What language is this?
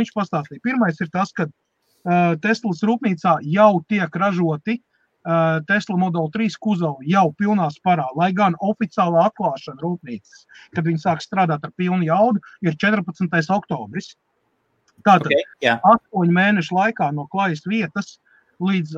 Latvian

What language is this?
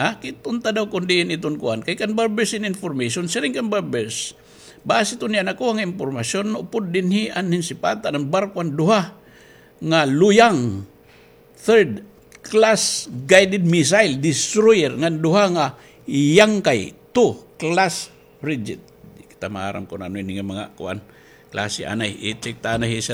Waray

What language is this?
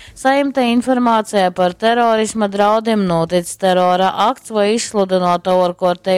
Latgalian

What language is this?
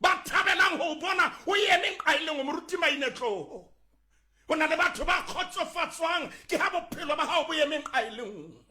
Southern Sotho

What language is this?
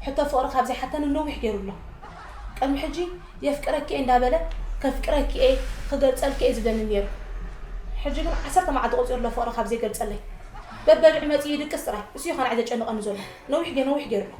Tigrinya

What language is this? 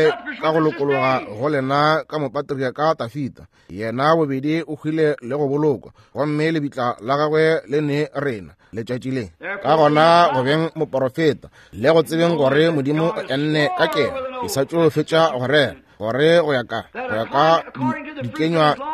Northern Sotho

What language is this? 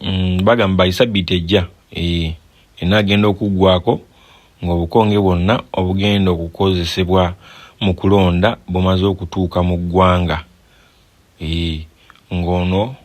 Ganda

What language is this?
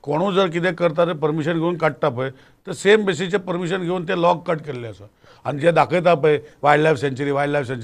Konkani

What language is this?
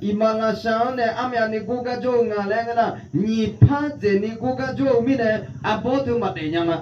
Akha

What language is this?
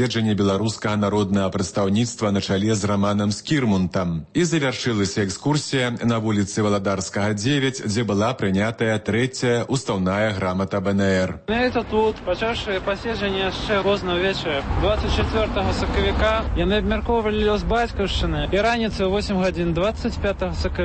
Belarusian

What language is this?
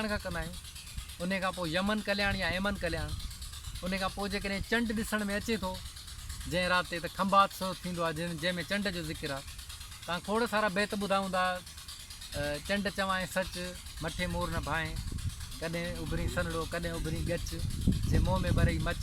Sindhi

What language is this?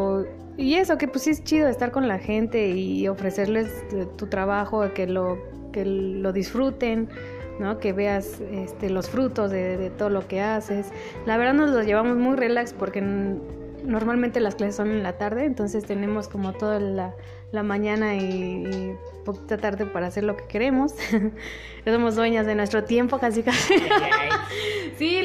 Spanish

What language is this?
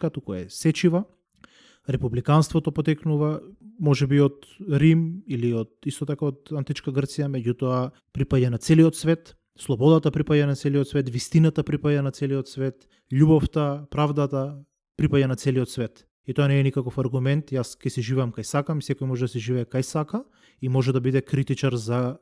Macedonian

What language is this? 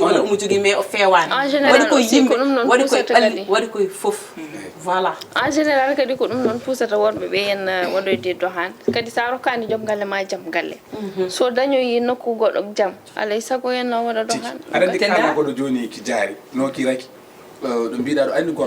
Fula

